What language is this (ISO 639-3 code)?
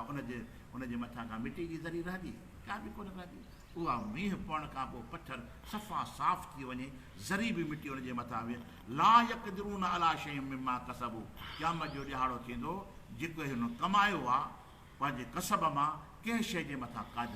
snd